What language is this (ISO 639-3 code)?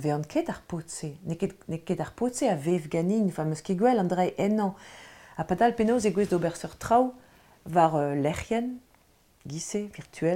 bre